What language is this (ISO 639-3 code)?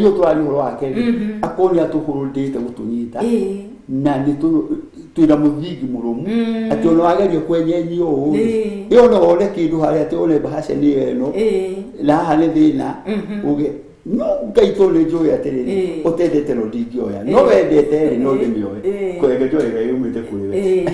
kik